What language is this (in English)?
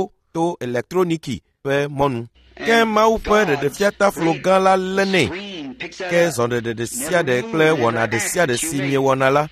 Ewe